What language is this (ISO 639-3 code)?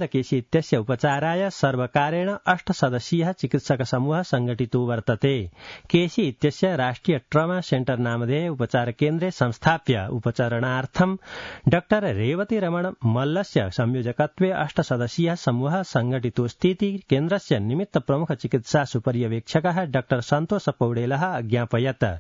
san